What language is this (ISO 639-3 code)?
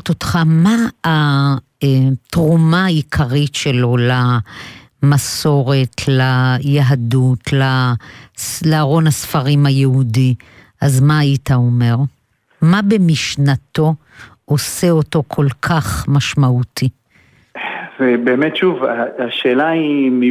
heb